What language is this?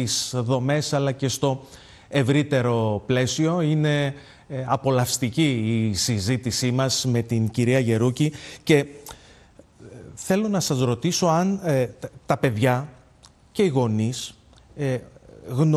Greek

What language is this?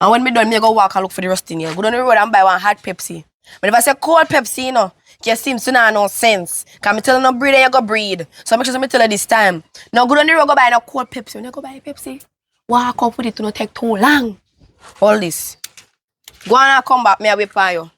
Jamaican Creole English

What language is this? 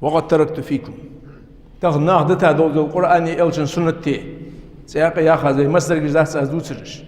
Ingush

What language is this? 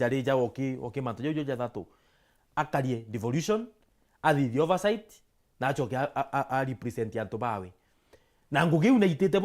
Meru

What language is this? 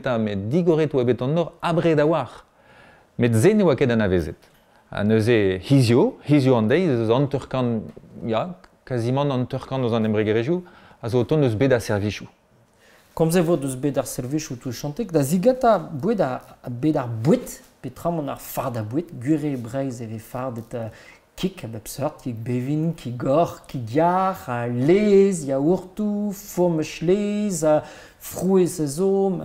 Breton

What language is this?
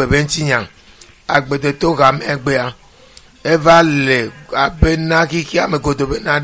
Ewe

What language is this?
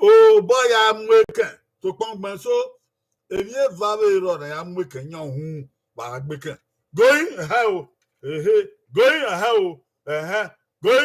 Bini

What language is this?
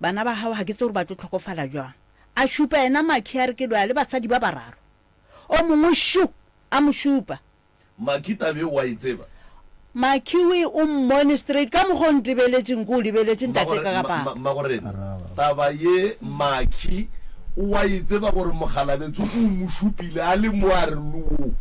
Northern Sotho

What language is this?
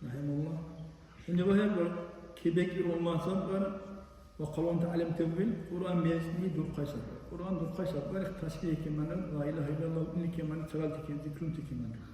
Dargwa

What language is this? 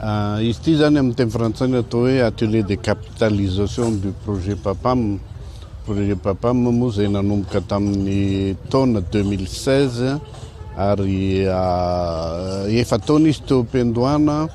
Malagasy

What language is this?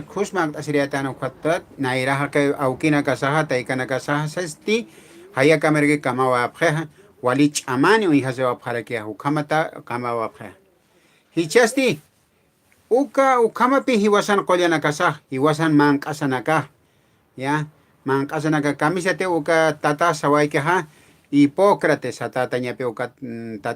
Aymara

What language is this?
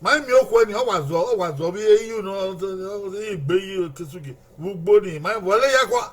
Bini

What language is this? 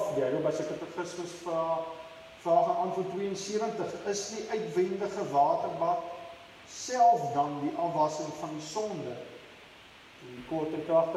Afrikaans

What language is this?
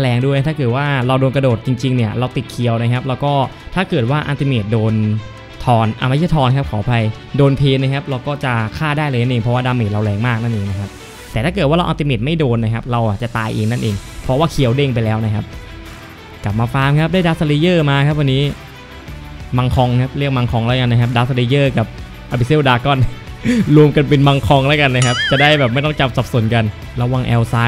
Thai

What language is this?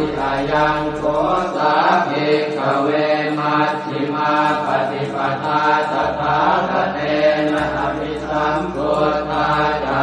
Pali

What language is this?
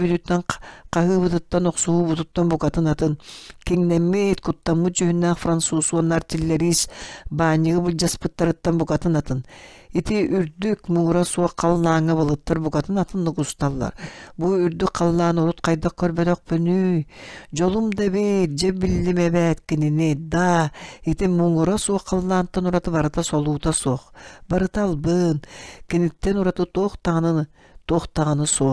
Yakut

